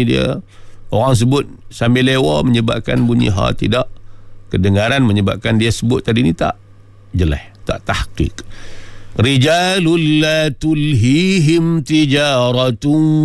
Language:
Malay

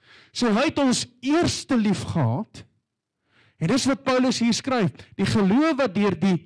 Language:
Afrikaans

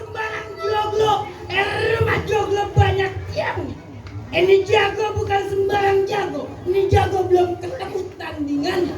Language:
Betawi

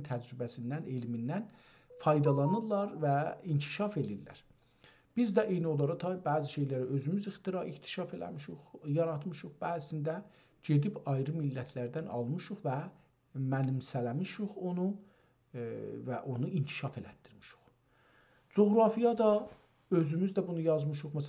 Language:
South Azerbaijani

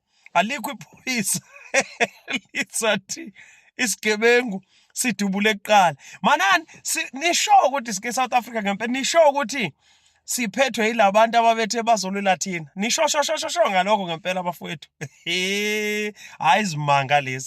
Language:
Zulu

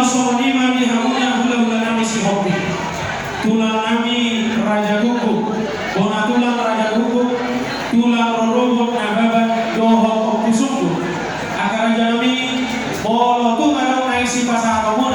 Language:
Batak Toba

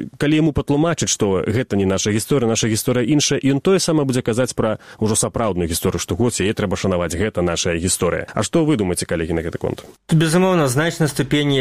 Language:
Belarusian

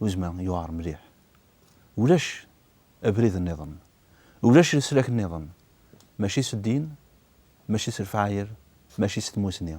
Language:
Kabyle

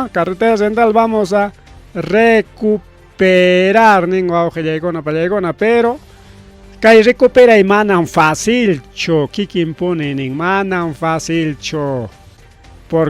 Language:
Ayacucho Quechua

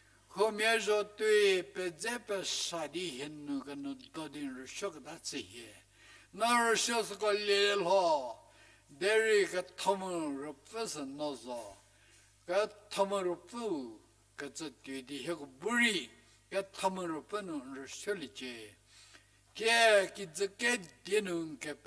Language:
Angami Naga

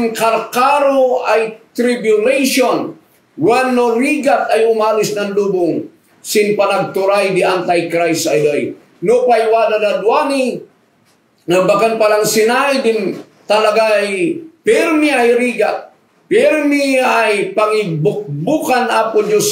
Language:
Kankanaey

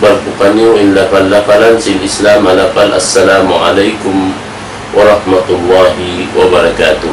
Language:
Tausug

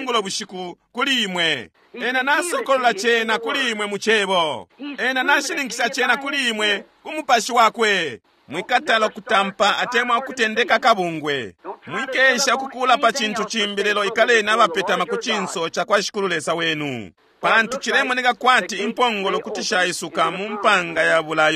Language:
Bemba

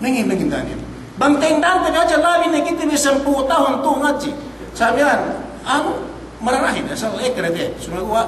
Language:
Yakan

